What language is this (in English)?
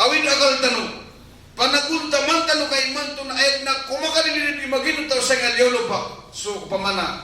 Maranao